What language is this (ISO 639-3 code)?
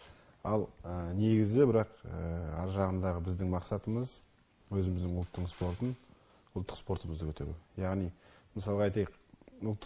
kaz